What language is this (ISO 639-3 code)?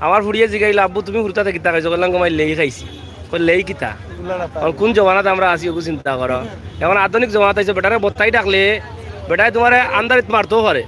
syl